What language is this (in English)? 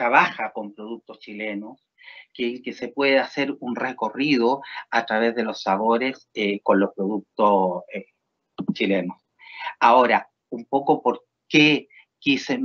Spanish